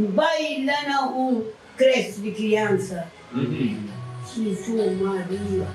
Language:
Kabuverdianu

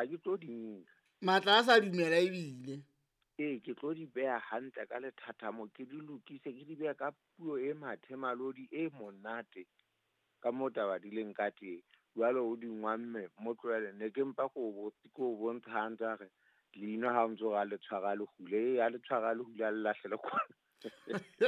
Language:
Southern Sotho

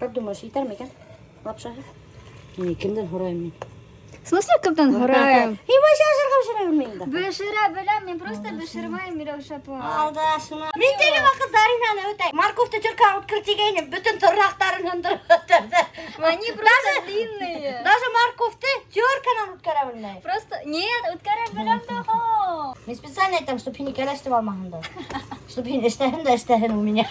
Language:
Bashkir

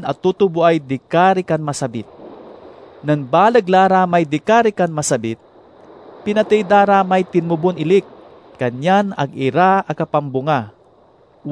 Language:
Pangasinan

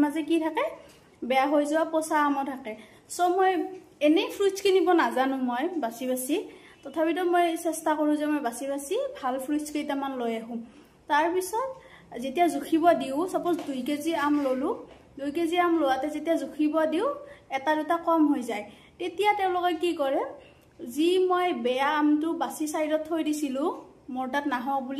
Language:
Assamese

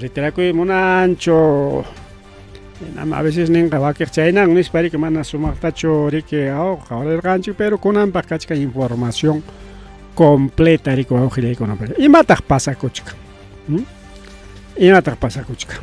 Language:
Ayacucho Quechua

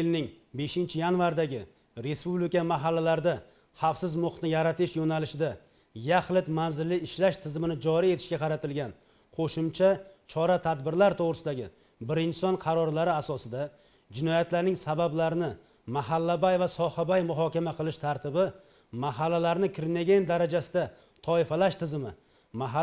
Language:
Uzbek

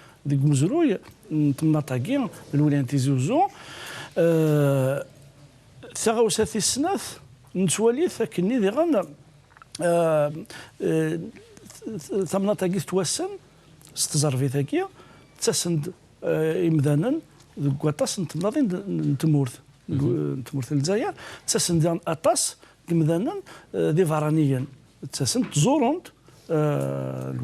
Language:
Kabyle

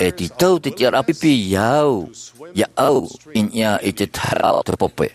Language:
Tahitian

